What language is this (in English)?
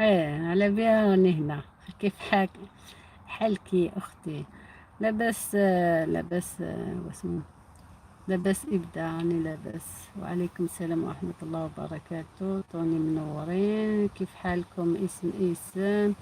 Algerian Arabic